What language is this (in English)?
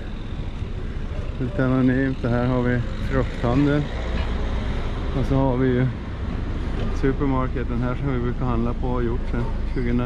Swedish